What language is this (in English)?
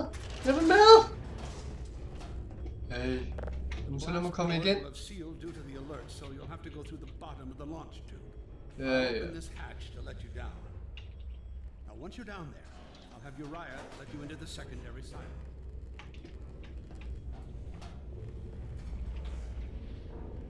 Danish